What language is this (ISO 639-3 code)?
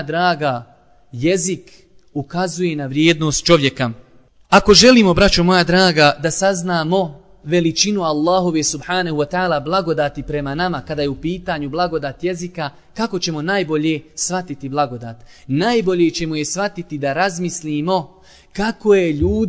bos